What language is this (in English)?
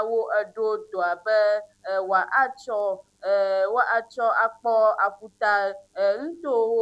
Ewe